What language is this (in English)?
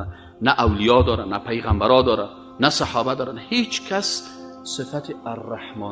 Persian